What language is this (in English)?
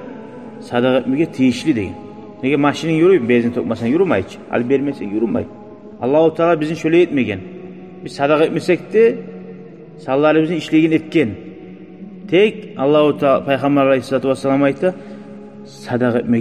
Kumyk